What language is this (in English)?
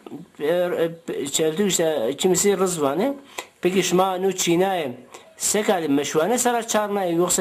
Zaza